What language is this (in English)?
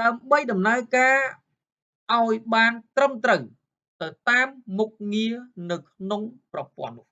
Khmer